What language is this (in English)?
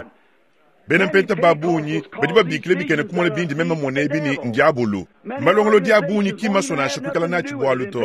Luba-Lulua